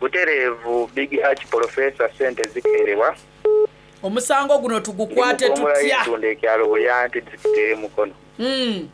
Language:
Soga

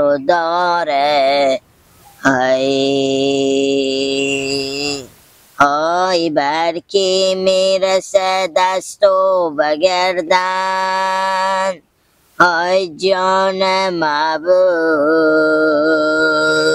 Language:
Hazaragi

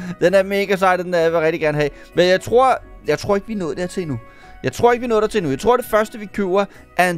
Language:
Danish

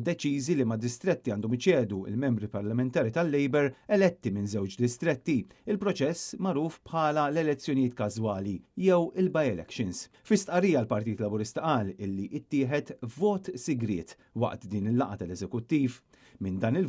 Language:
Maltese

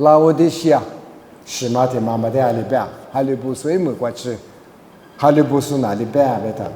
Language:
Lisu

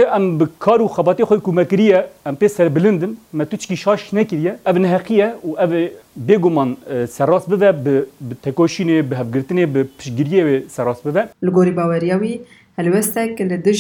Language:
Kurdish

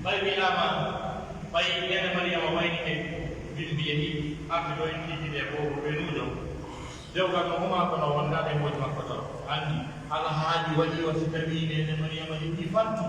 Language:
Pular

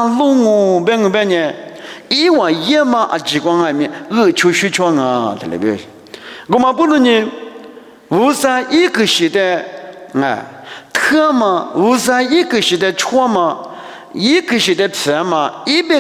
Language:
Lisu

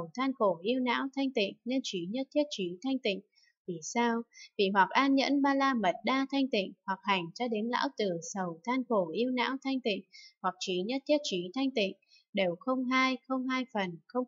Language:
Vietnamese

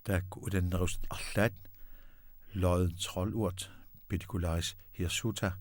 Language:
Kalaallisut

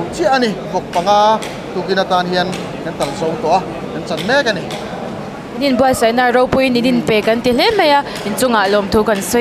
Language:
Mizo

